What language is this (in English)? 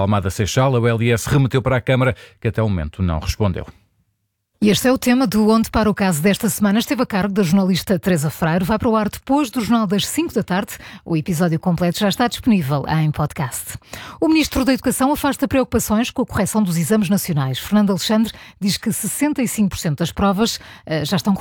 Portuguese